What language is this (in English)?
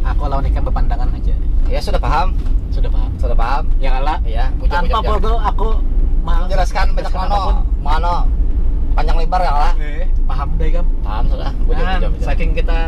Banjar